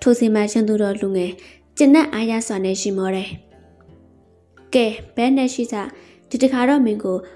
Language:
Burmese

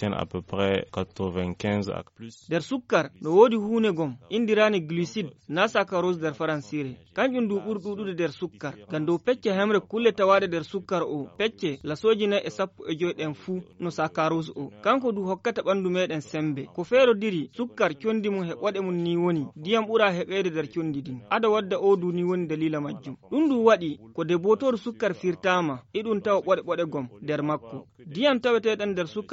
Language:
Fula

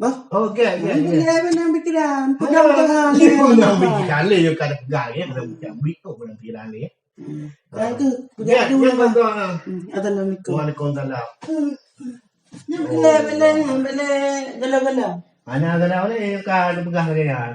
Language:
Achinese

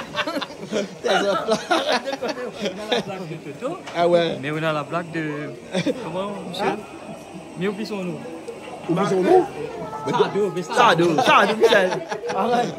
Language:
Réunion Creole French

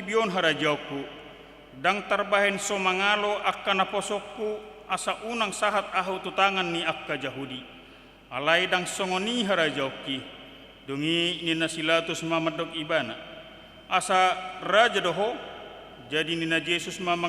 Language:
Batak Toba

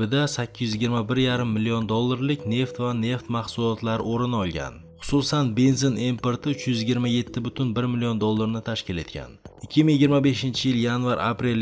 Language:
Uzbek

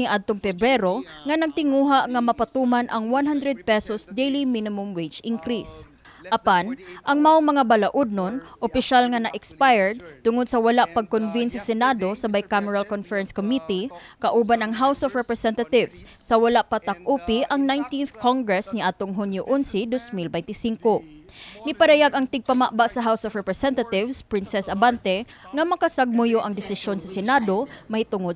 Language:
Cebuano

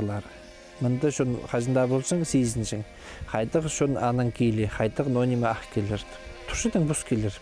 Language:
Khakas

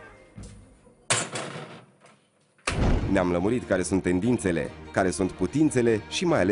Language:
Romanian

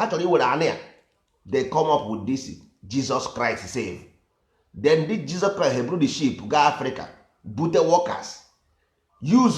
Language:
Igbo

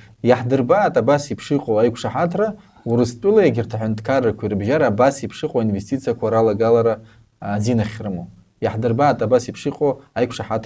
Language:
Abkhazian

